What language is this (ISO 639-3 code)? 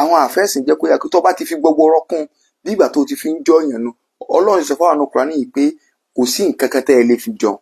yor